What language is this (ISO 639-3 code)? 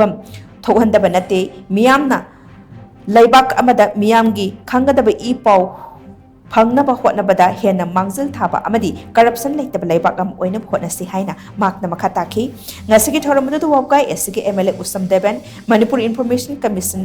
mni